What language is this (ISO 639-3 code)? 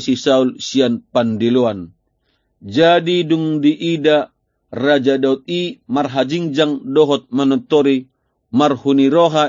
bbc